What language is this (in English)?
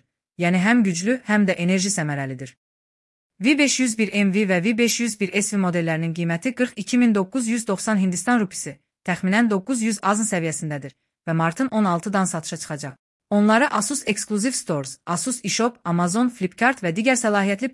Azerbaijani